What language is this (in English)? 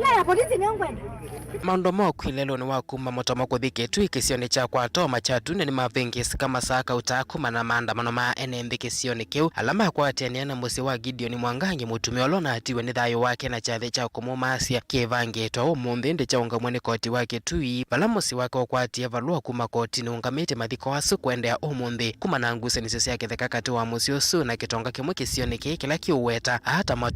Kamba